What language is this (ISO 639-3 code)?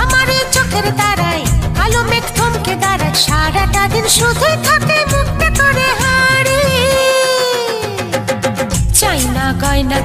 ben